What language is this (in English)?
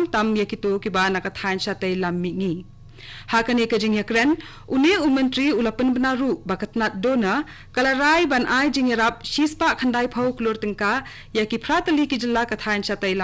Khasi